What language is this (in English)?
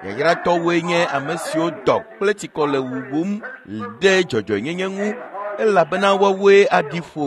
Ewe